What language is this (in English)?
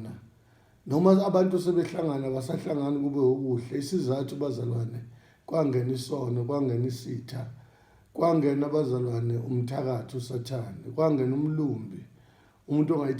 Zulu